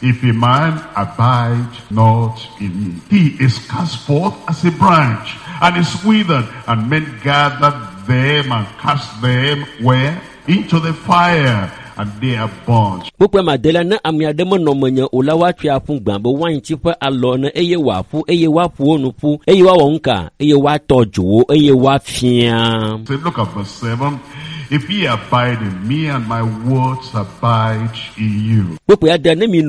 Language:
Ewe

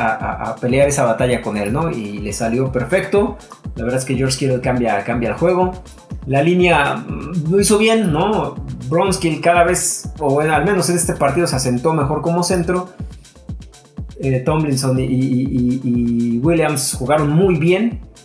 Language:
Spanish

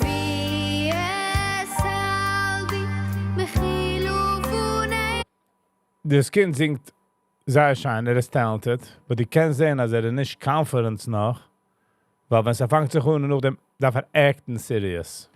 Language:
Yiddish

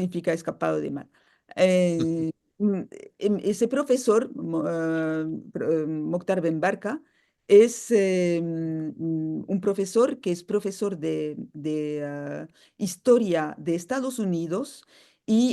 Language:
Ladino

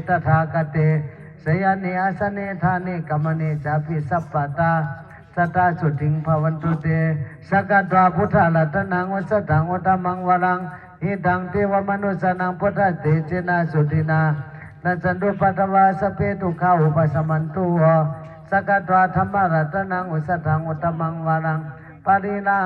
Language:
Pali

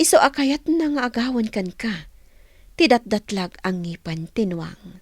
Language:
Iloko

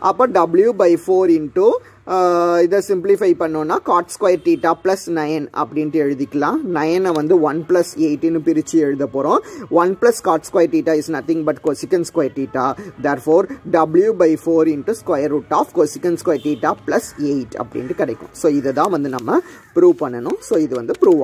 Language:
Tamil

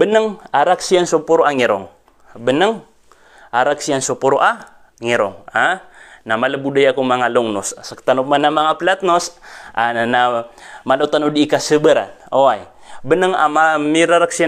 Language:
Maranao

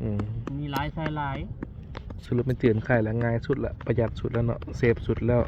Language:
Lao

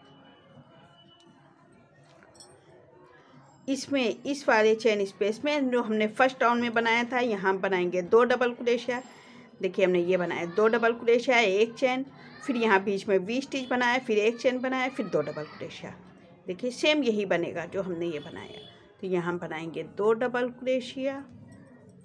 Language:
Hindi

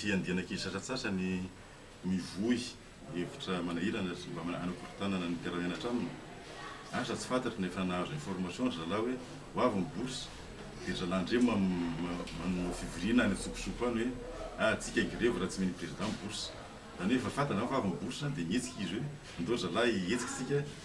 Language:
Malagasy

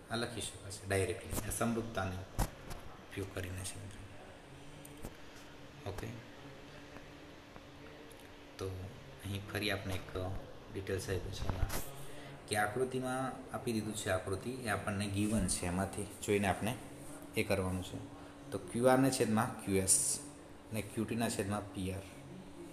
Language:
Gujarati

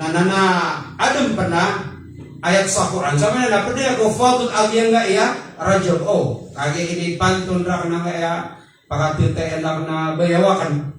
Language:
Maranao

